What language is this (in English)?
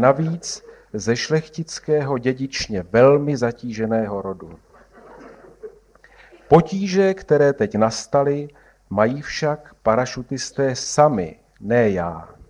Czech